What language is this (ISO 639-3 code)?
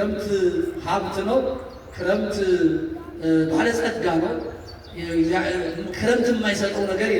amh